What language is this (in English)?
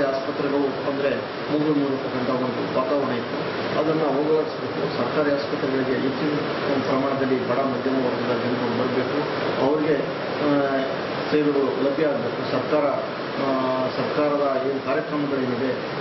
Kannada